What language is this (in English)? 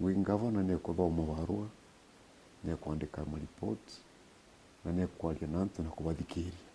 Meru